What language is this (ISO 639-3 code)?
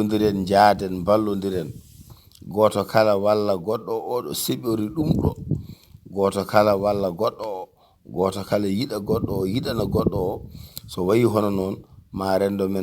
ful